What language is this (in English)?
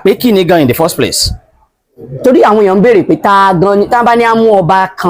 Yoruba